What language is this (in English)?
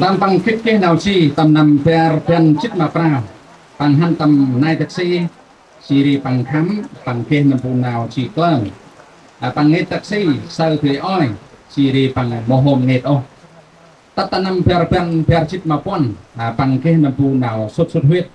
Central Mnong